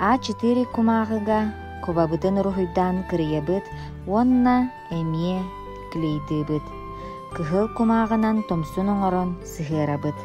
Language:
Yakut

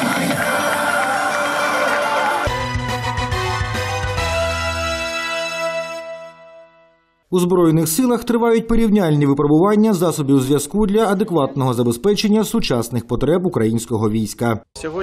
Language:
Ukrainian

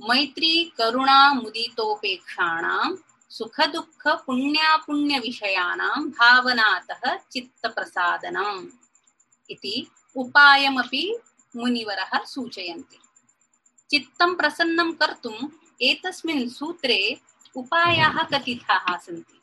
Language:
Sanskrit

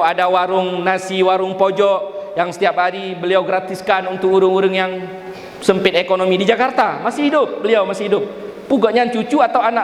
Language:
Achinese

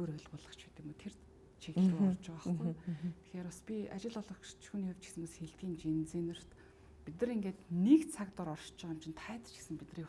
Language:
Mongolian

